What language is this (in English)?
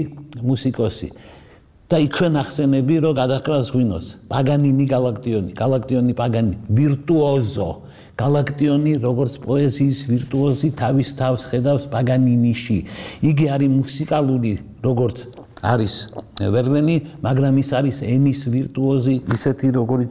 Georgian